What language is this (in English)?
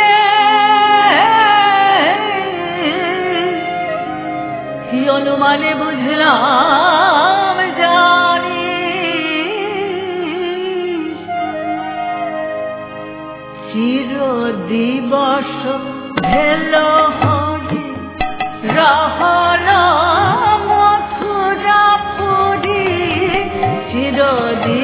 Bangla